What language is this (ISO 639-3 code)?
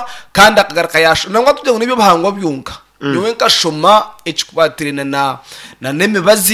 nyn